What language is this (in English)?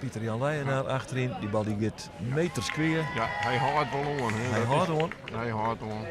Western Frisian